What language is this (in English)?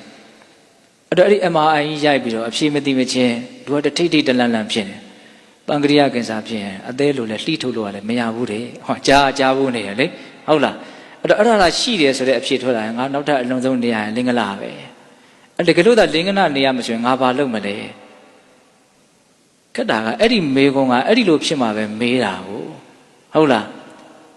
Burmese